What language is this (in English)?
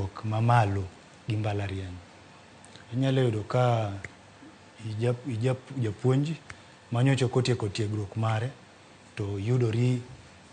Luo (Kenya and Tanzania)